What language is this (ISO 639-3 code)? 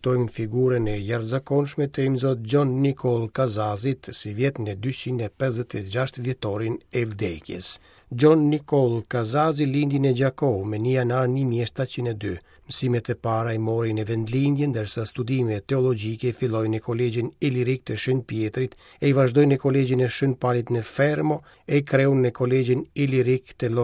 sqi